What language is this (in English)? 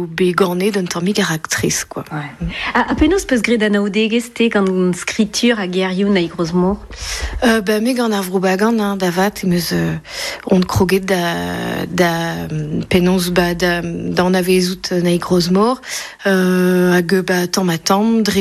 Breton